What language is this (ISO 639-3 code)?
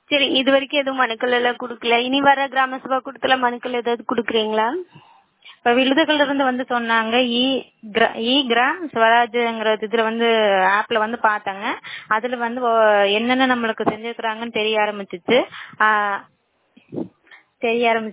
tam